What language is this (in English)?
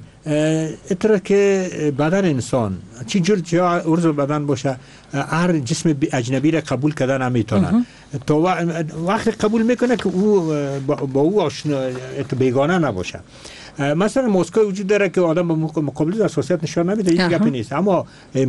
Persian